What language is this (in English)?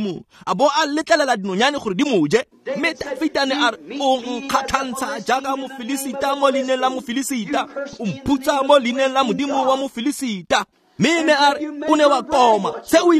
Tswana